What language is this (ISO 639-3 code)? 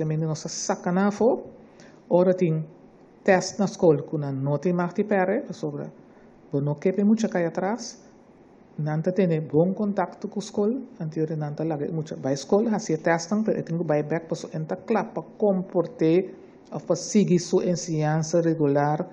pap